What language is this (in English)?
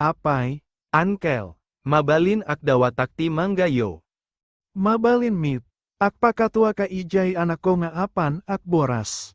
Iloko